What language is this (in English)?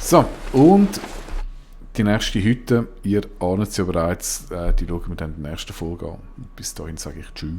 Swiss German